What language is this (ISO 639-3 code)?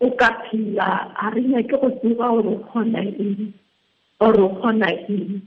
tsn